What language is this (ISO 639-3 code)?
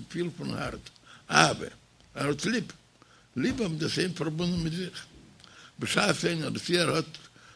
yid